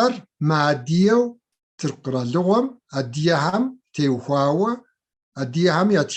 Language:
Kabardian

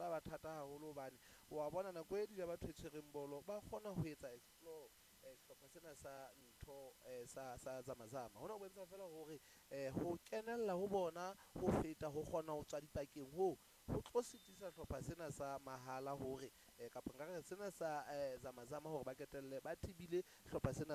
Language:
Southern Sotho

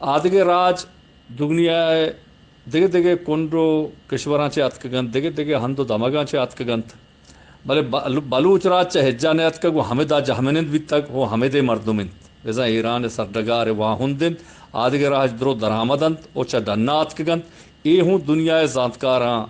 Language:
Eastern Balochi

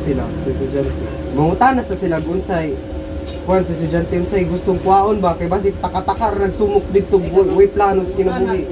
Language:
Cebuano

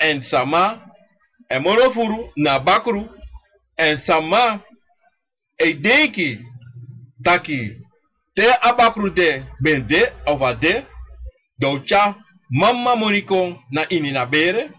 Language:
Sranan Tongo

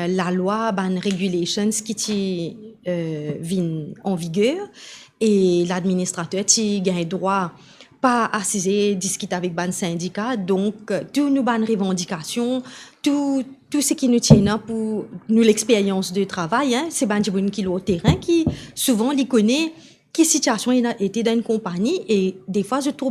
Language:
Morisyen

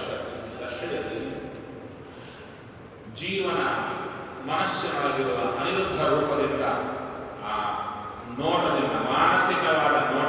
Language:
Kannada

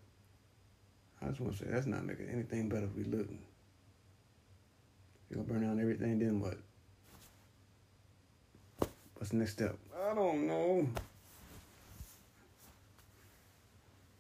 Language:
English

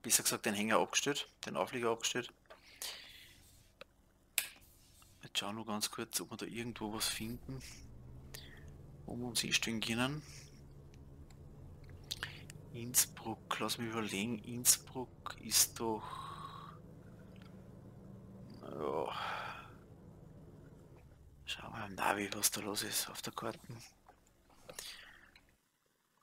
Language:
German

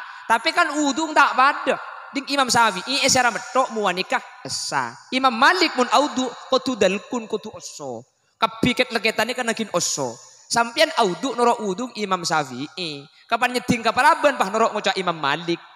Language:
Madurese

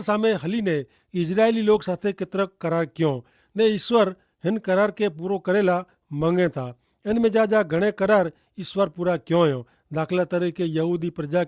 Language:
Kachhi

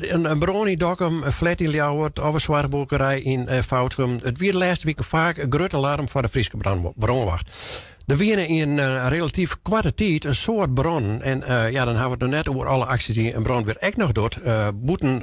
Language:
Western Frisian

